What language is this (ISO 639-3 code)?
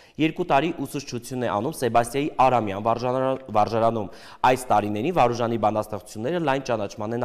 hye